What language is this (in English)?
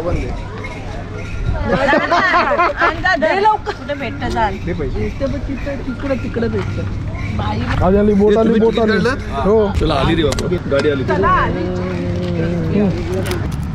Marathi